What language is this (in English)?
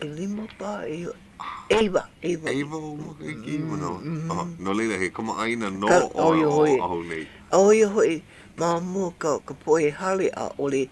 Hawaiian